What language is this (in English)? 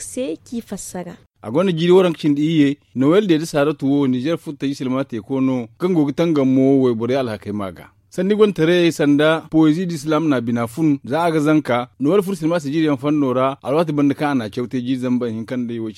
Zarma